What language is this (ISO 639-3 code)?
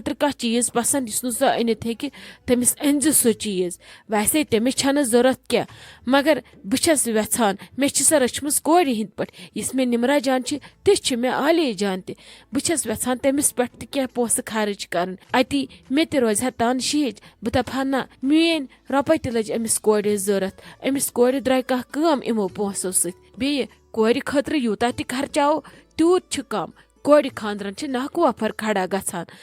kas